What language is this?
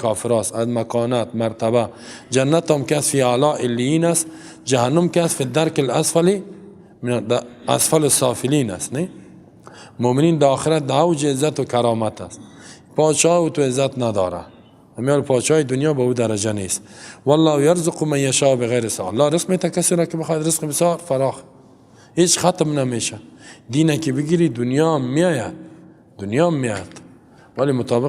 Persian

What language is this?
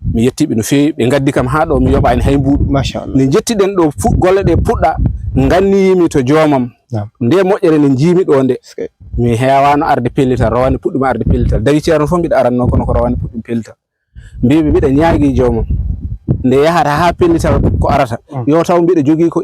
Fula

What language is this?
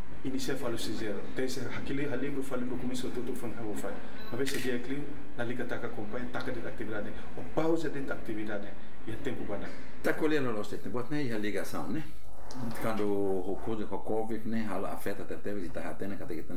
Tetum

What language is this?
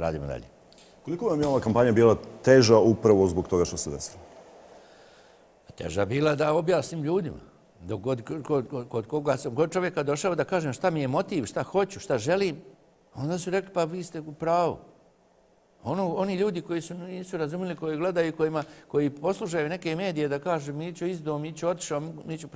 Serbian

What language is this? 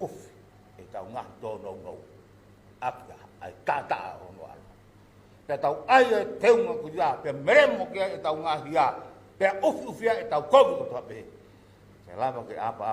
Tongan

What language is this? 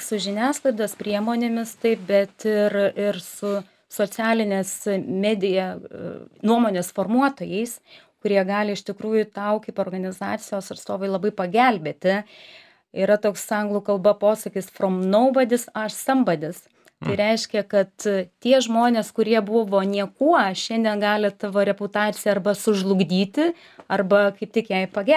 Lithuanian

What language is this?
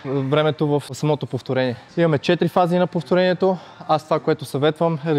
Bulgarian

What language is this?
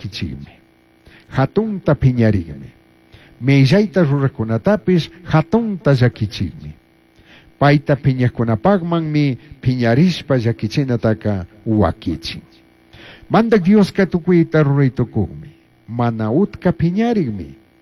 Chimborazo Highland Quichua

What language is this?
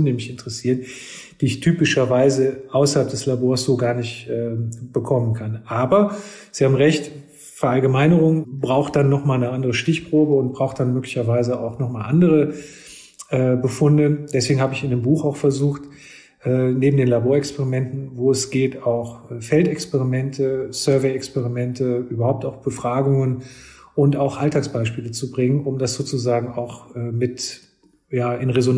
German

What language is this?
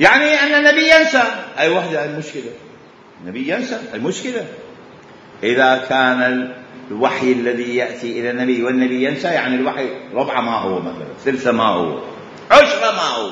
Mesopotamian Arabic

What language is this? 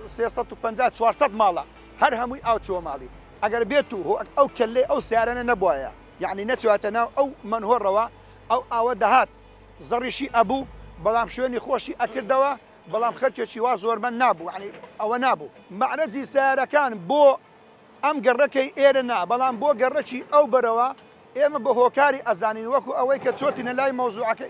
Central Kurdish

